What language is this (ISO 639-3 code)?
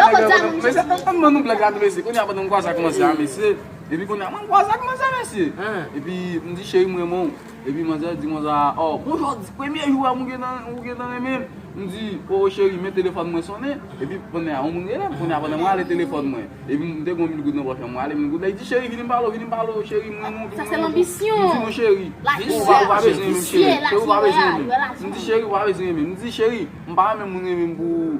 hat